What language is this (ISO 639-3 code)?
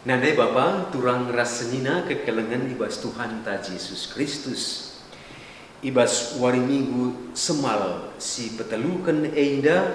btx